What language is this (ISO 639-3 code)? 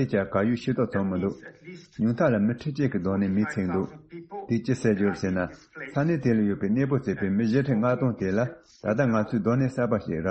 bod